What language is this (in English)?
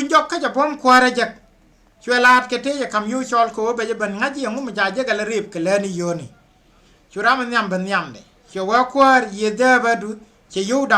Nuer